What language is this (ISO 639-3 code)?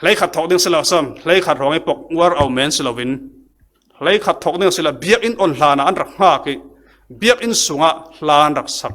cfm